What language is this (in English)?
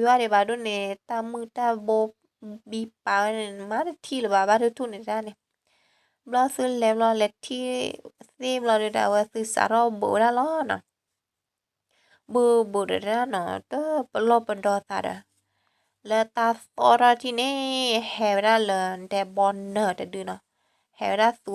S'gaw Karen